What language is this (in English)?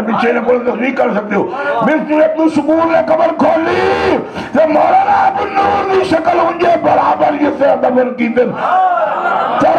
Urdu